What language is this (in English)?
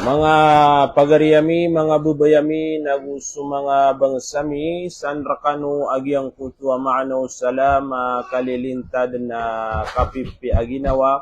Maranao